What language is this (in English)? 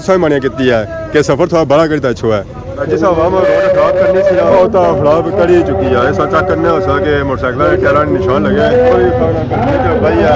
Pahari-Potwari